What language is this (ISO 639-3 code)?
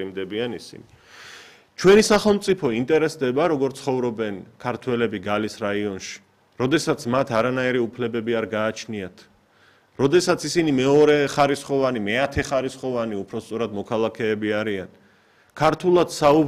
kat